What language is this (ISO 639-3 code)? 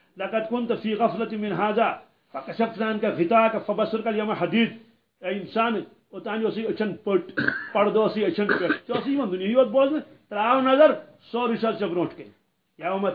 kas